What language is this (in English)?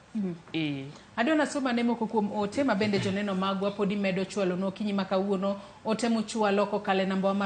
Luo (Kenya and Tanzania)